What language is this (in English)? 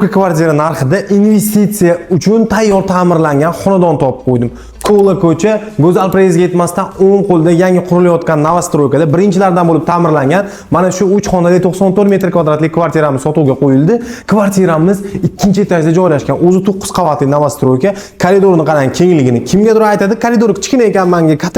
Uzbek